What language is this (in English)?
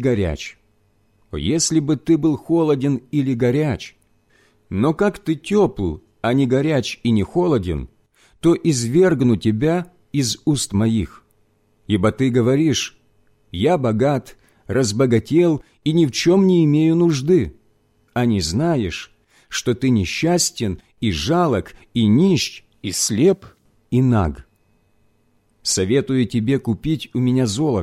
Russian